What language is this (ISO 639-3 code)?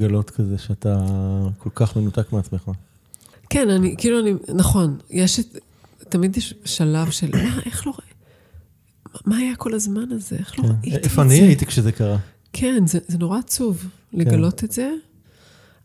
heb